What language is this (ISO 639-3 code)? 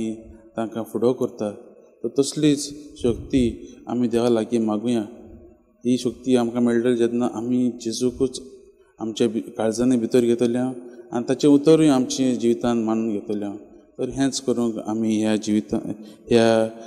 kok